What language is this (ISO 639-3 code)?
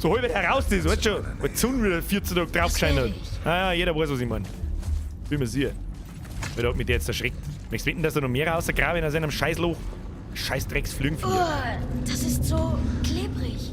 bar